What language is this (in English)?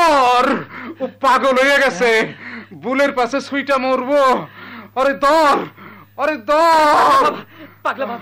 Bangla